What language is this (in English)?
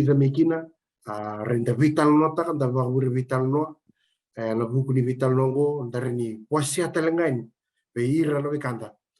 Fijian